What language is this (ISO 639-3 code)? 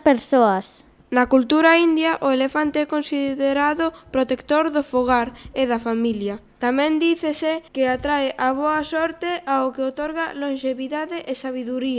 glg